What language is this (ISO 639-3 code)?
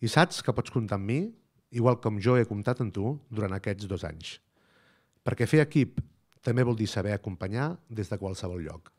cat